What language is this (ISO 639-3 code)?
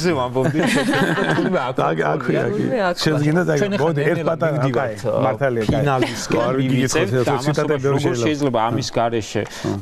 kat